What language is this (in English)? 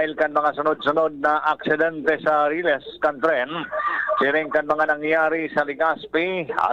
Bikol